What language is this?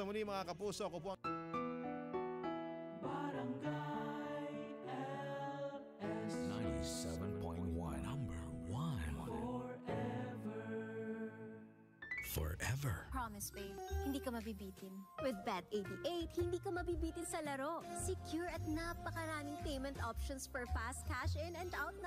Filipino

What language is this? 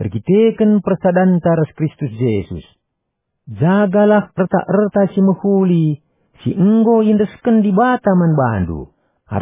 Batak Karo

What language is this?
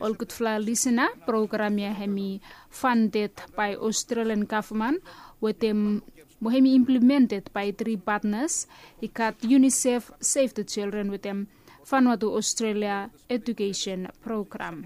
Bislama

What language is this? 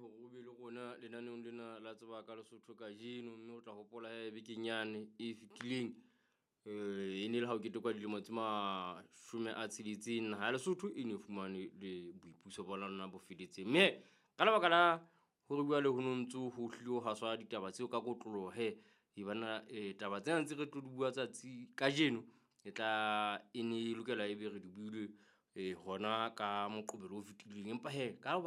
Southern Sotho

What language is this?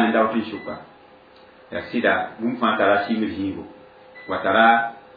Mossi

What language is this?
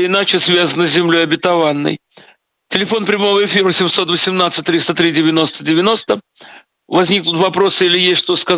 Russian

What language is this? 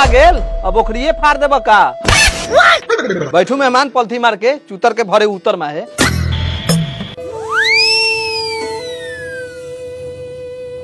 Bhojpuri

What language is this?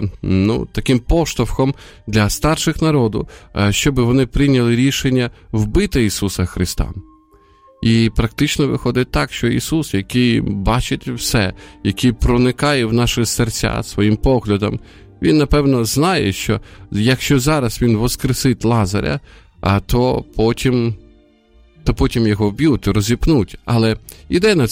Ukrainian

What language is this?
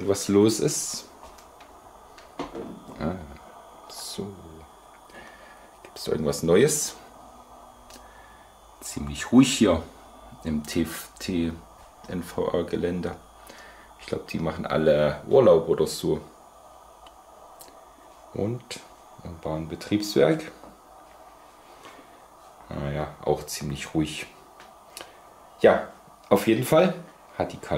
German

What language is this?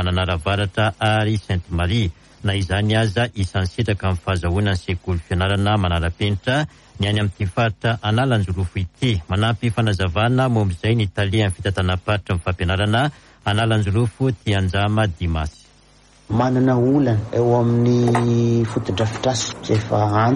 Malagasy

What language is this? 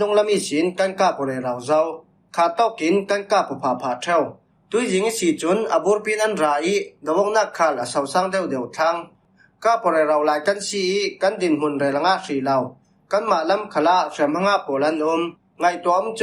Falam Chin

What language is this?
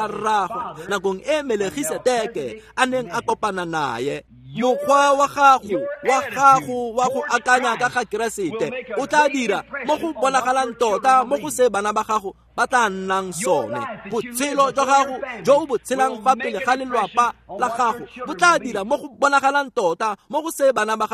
Tswana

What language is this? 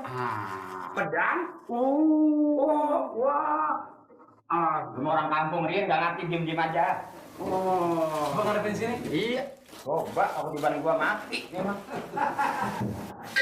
Betawi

